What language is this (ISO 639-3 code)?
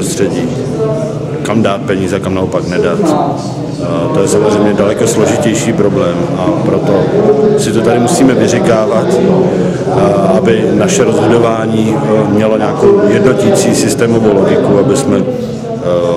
ces